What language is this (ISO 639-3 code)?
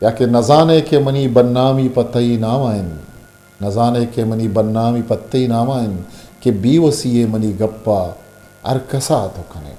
bgp